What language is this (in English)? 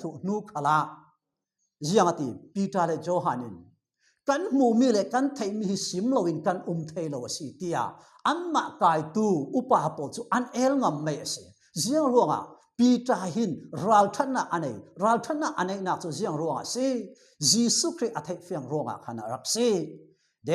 Falam Chin